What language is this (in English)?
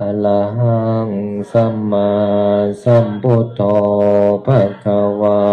Pali